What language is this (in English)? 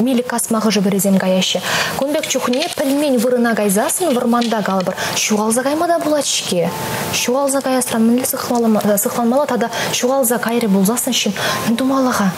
Chuvash